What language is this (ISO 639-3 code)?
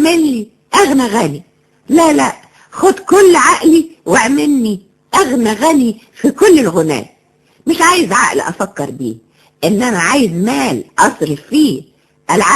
arz